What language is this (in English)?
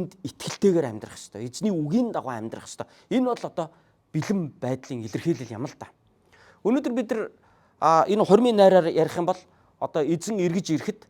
Mongolian